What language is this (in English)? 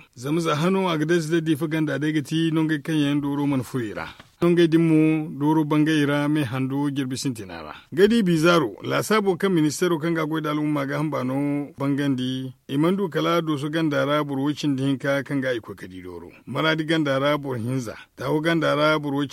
Zarma